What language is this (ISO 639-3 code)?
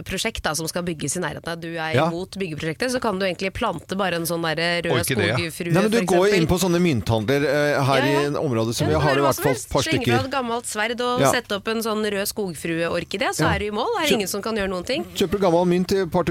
nor